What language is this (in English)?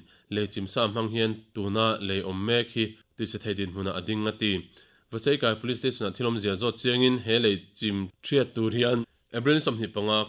Mizo